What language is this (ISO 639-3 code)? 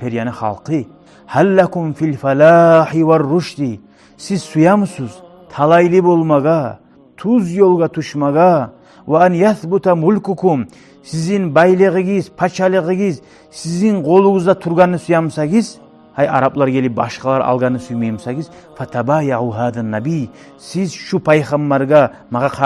kum